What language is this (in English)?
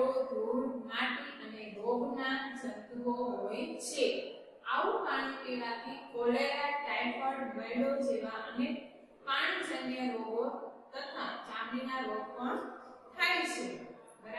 Gujarati